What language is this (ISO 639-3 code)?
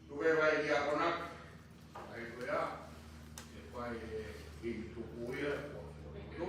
ton